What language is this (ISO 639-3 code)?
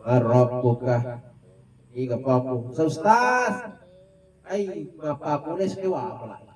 bug